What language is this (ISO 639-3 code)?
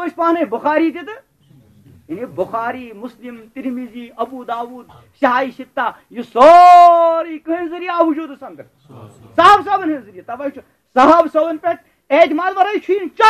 kas